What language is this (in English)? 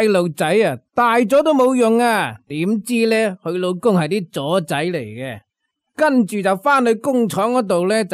Cantonese